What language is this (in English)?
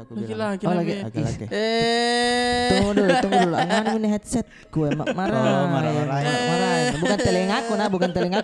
Makassar Malay